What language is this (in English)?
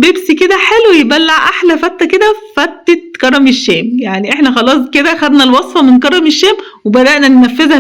Egyptian Arabic